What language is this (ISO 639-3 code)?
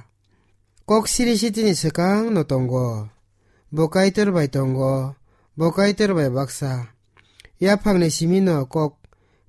trp